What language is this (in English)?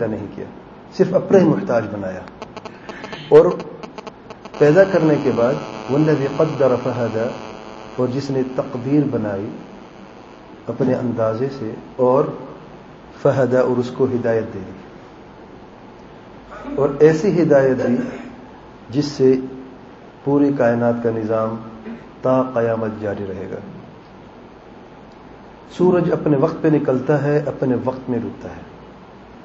Urdu